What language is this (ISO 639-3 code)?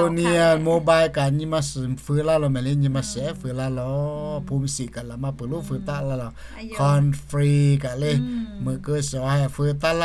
lhu